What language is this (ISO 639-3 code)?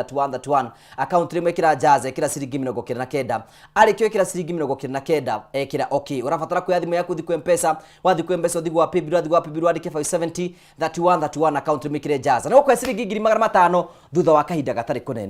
kik